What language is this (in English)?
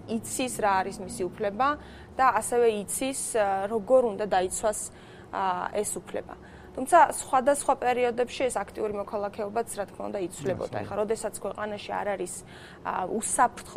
Georgian